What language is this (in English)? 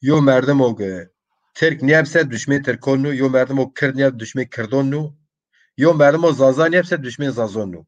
Zaza